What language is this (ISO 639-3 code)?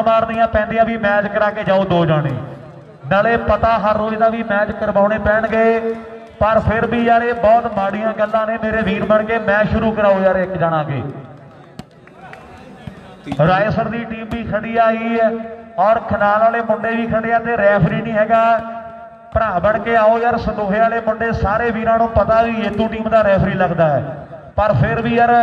pan